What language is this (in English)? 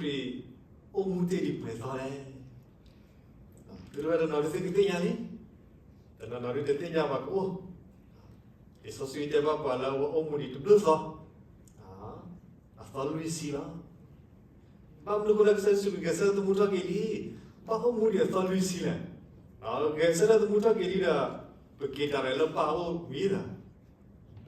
S'gaw Karen